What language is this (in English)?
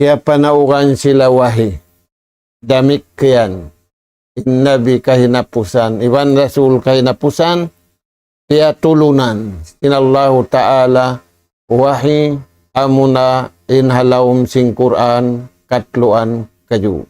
Tausug